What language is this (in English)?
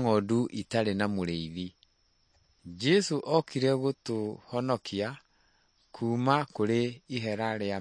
Kikuyu